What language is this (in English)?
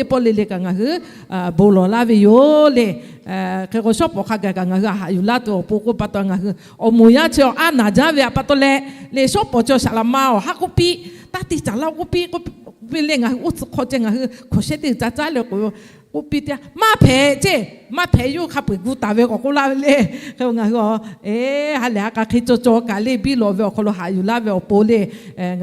Lahu